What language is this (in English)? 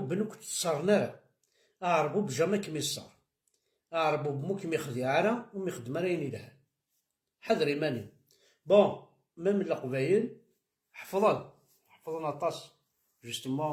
Kabyle